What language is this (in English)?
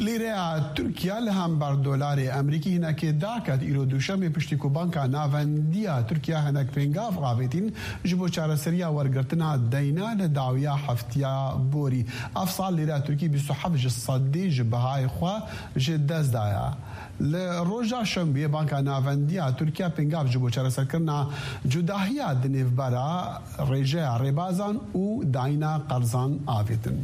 Kurdish